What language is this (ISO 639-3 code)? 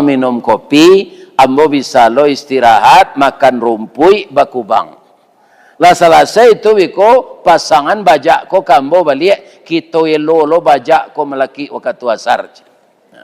min